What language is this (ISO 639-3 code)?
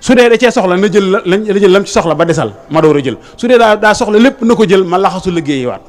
wol